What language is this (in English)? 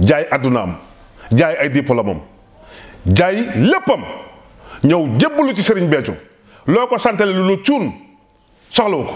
Wolof